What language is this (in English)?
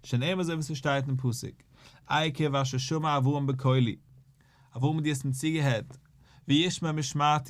Yiddish